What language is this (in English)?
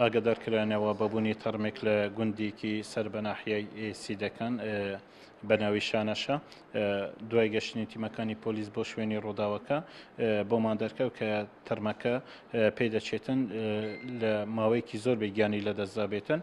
Central Kurdish